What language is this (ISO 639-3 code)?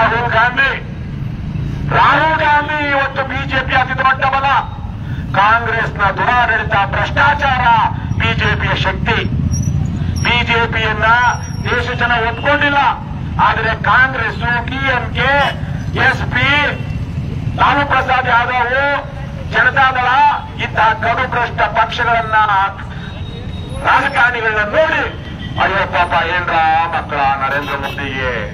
kan